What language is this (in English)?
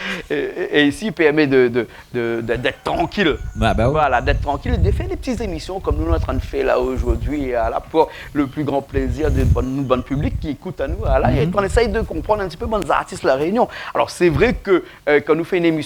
Réunion Creole French